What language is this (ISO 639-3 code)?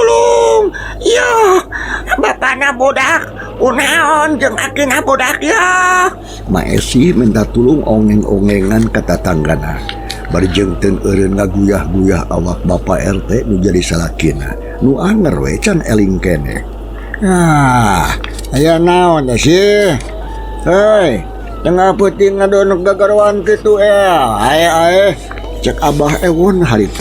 sun